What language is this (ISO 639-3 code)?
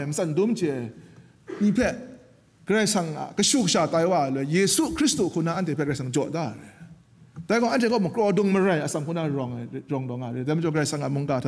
kac